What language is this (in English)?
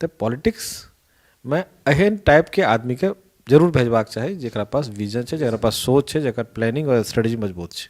Maithili